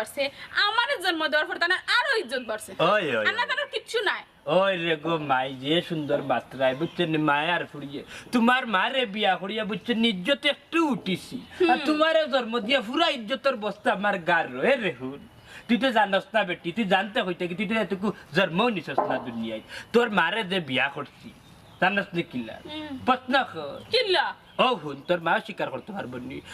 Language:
Sylheti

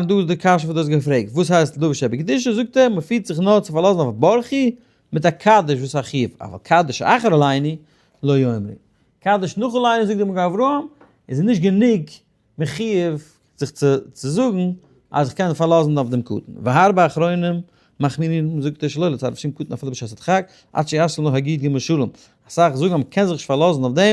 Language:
Yiddish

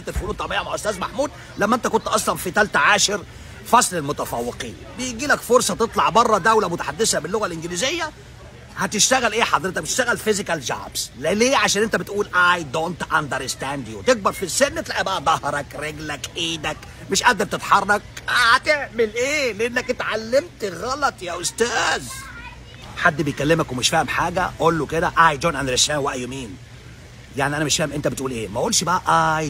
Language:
Egyptian Arabic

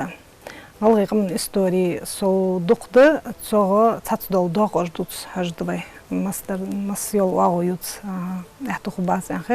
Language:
Ingush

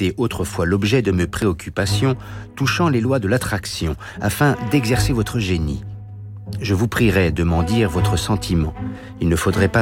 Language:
French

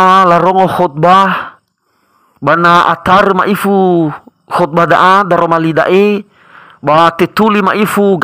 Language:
Nias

